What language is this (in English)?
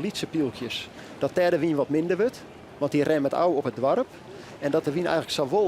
Western Frisian